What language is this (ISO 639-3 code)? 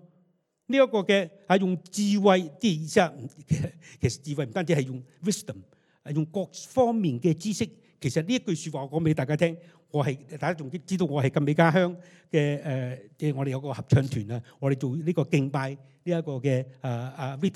yue